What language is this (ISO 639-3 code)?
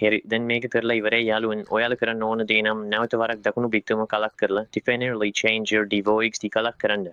sin